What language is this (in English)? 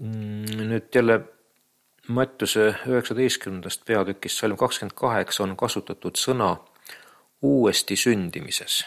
Estonian